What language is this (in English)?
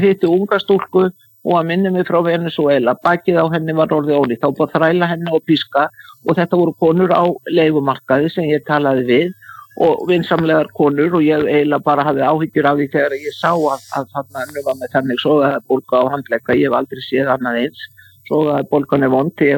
Icelandic